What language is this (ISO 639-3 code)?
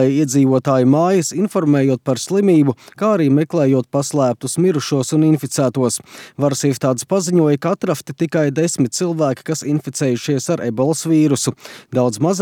lav